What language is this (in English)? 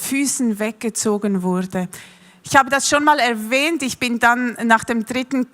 Swiss German